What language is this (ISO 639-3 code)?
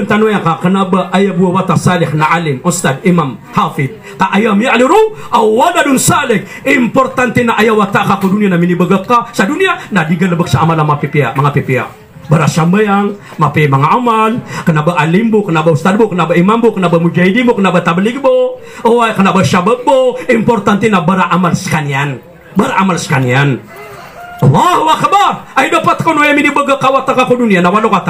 mrw